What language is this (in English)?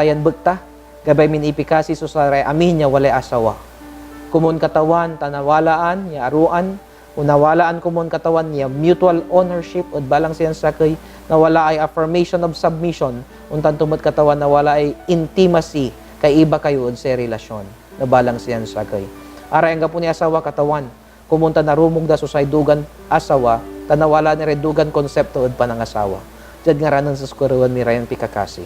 Pangasinan